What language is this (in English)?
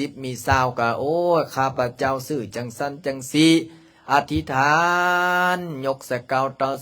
Lao